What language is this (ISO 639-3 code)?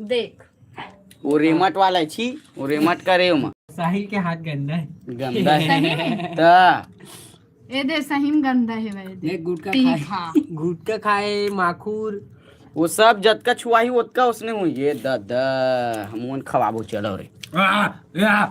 hne